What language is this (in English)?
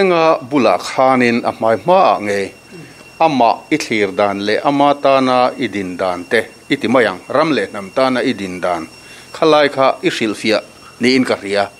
Mizo